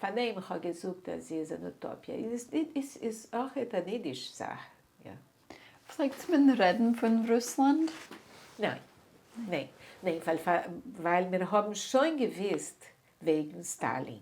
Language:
Yiddish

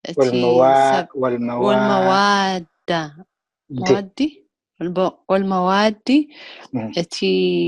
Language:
Tigrinya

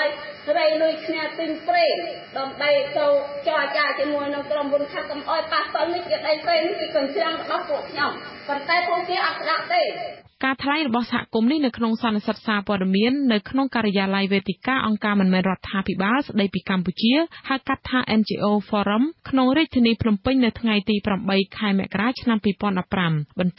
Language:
Khmer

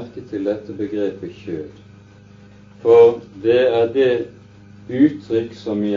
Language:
Norwegian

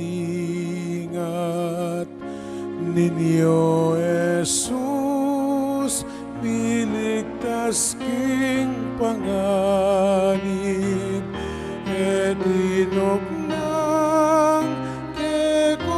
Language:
Pampanga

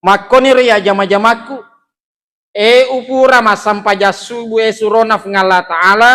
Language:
Buginese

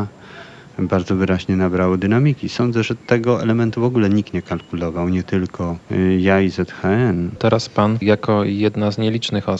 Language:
Polish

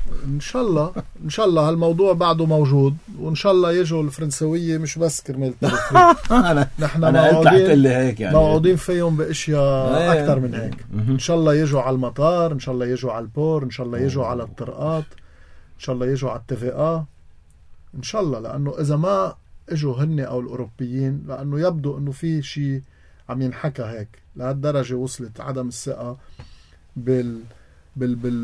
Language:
North Levantine Arabic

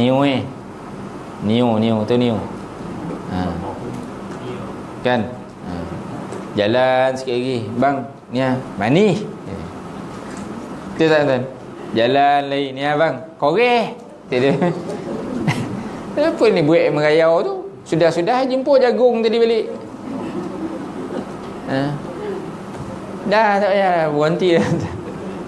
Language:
Malay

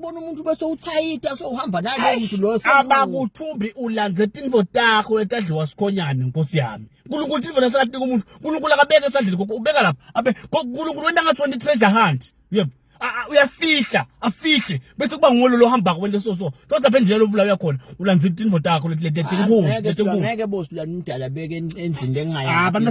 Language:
Swati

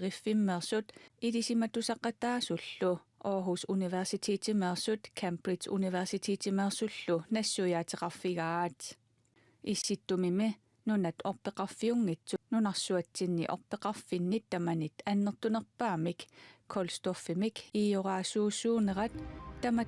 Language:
Kalaallisut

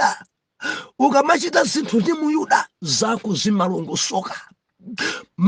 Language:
Nyanja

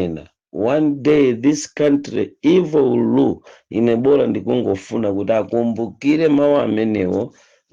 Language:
Nyanja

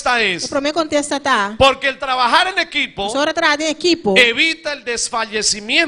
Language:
Papiamento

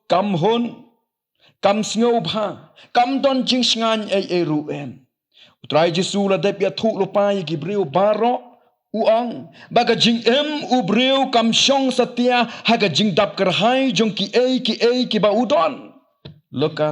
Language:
Khasi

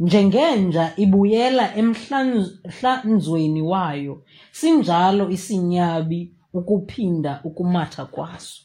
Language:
Xhosa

